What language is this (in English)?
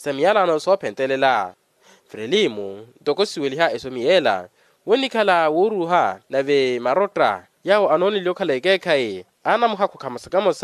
Makhuwa